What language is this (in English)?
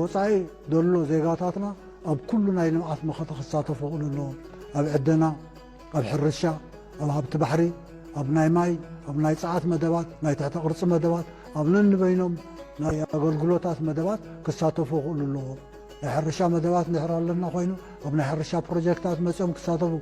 Tigrinya